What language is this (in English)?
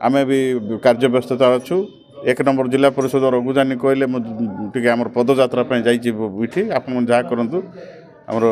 Odia